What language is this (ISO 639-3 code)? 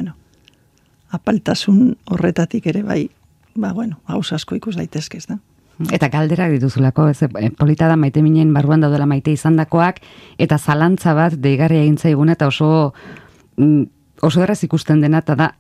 eus